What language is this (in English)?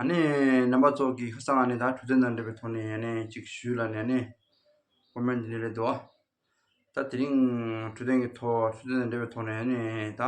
Tibetan